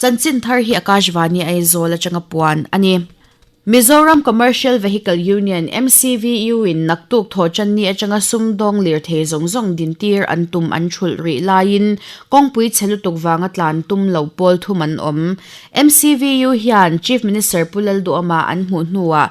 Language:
Mizo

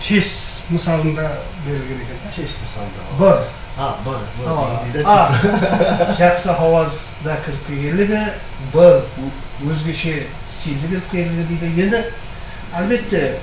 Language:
Kara-Kalpak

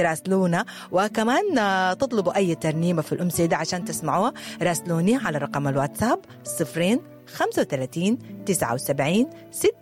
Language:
Sudanese Arabic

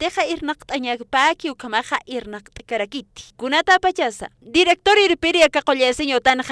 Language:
Aymara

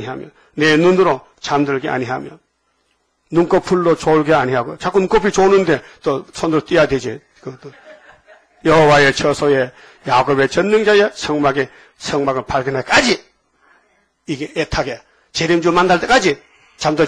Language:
Korean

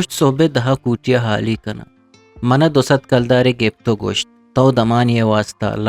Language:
Eastern Balochi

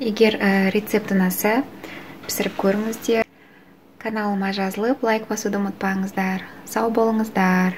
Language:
Kazakh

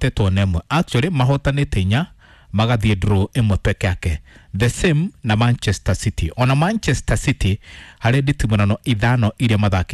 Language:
Kikuyu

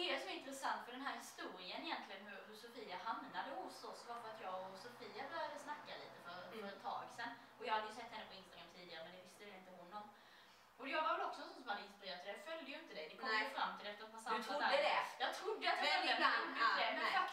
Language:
Swedish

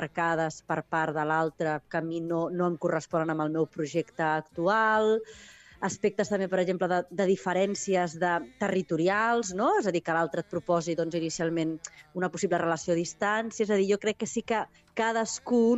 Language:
Catalan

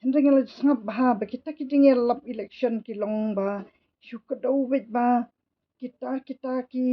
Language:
Khasi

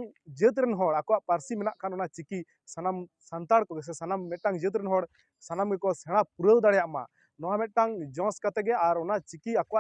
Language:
Santali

